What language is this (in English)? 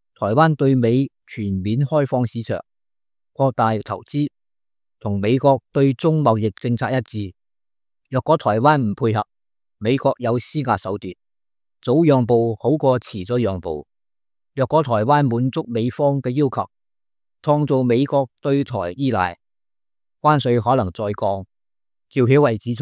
Cantonese